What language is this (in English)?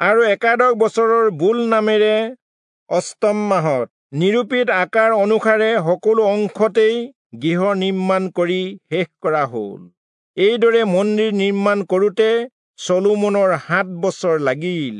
Assamese